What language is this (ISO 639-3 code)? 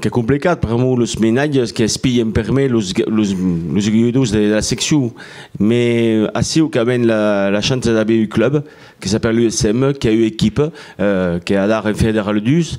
oci